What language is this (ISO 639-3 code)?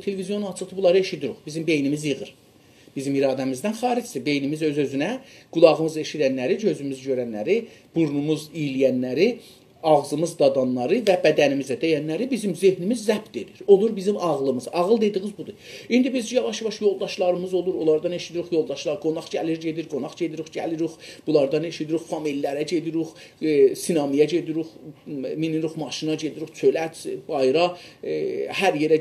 azb